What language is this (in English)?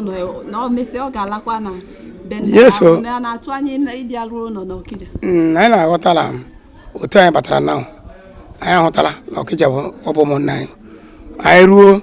Igbo